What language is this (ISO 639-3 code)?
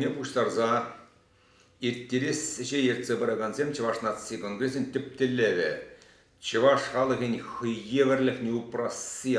chv